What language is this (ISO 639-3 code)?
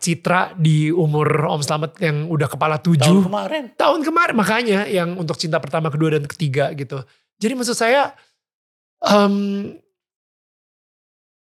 ind